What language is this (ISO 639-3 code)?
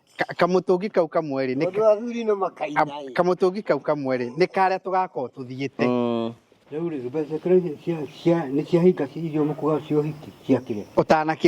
kik